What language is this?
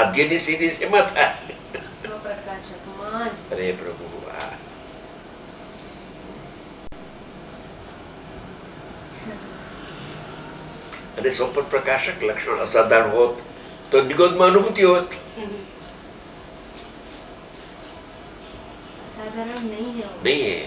Gujarati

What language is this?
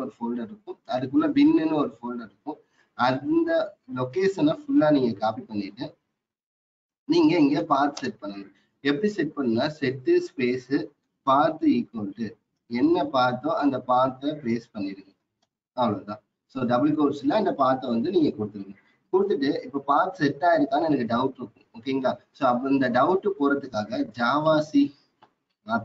Tamil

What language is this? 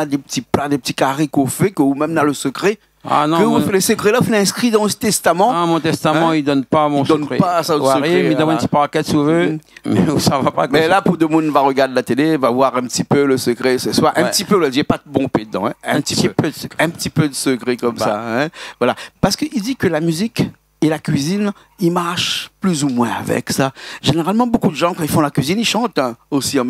Réunion Creole French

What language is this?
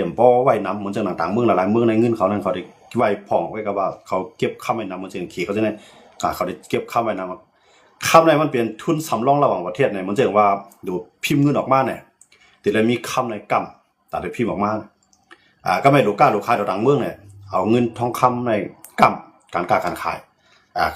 Shan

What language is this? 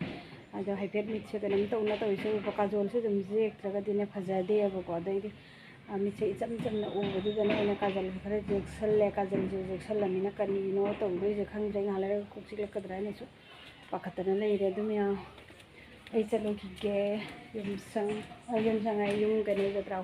Manipuri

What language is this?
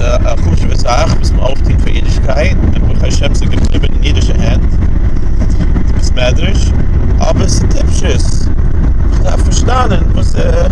Yiddish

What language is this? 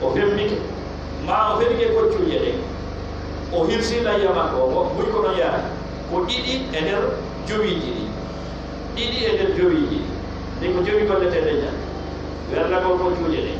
Pular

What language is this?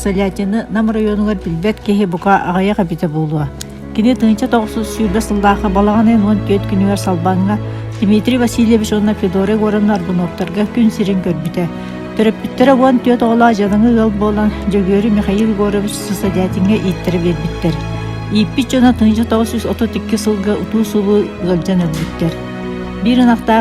Yakut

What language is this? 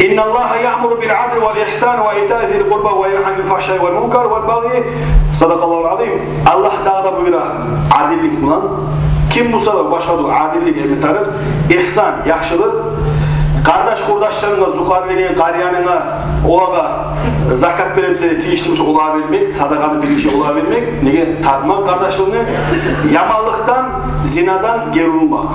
Kumyk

